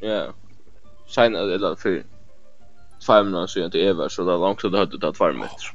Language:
Faroese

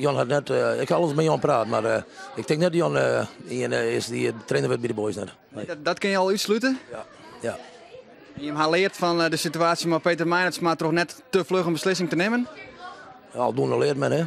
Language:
Western Frisian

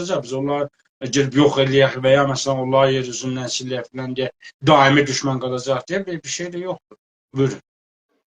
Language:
South Azerbaijani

